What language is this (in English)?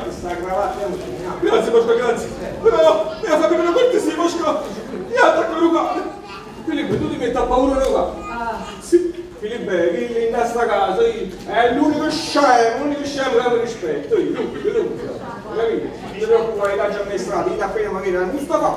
Neapolitan